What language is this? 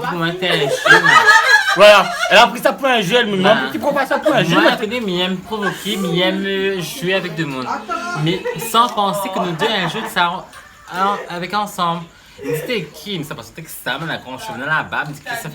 Réunion Creole French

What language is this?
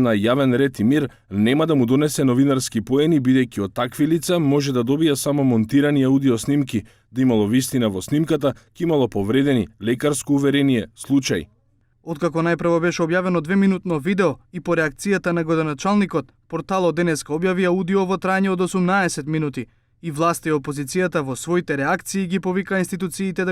Macedonian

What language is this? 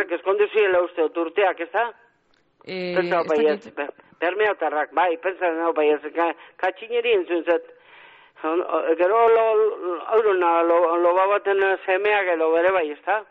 Basque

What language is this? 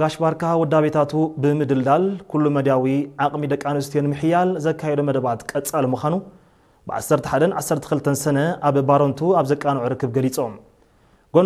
Tigrinya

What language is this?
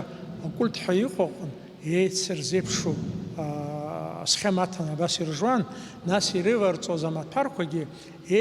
Abkhazian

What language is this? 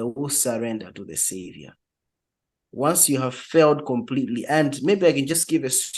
English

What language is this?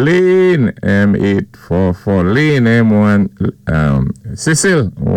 Saint Lucian Creole French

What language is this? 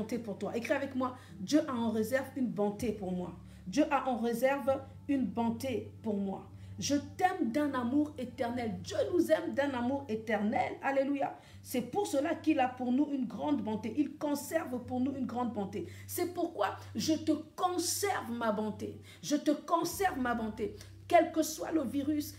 French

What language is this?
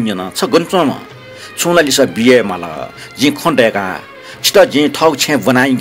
Newari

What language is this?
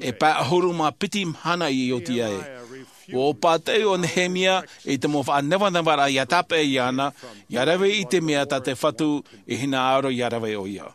Tahitian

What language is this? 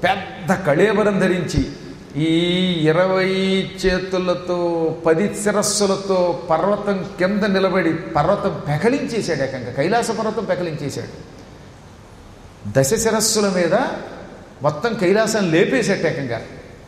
Telugu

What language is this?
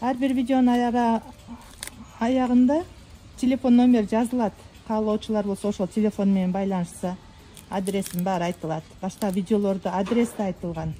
Kyrgyz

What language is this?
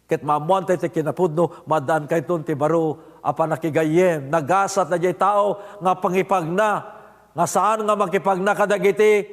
Iloko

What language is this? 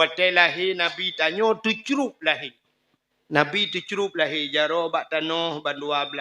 Achinese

